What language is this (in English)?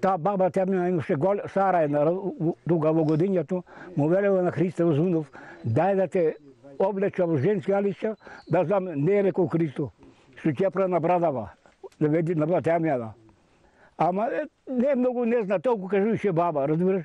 Macedonian